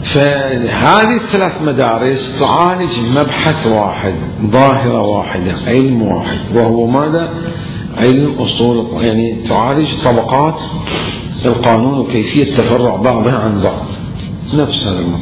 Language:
Mesopotamian Arabic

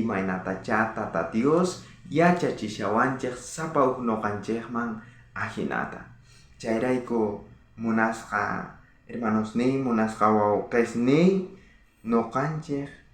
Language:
South Bolivian Quechua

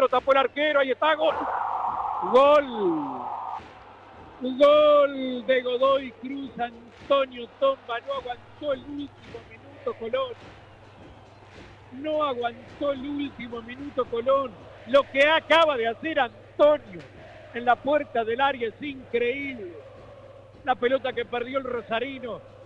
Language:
Spanish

